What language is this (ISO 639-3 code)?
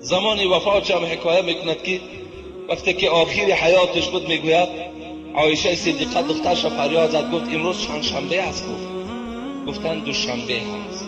tgk